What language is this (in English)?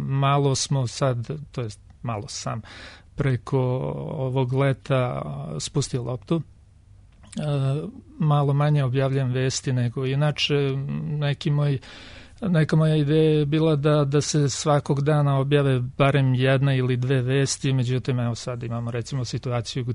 Serbian